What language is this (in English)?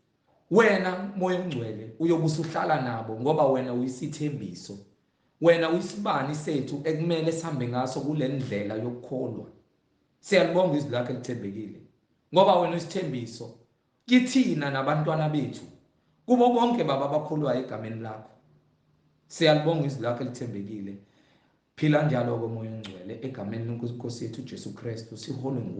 Zulu